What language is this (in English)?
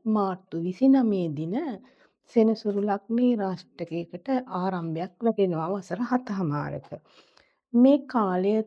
Sinhala